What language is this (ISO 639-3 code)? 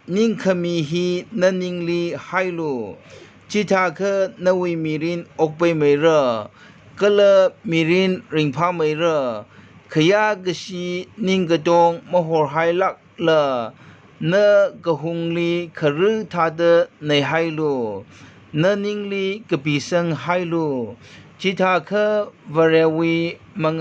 nmf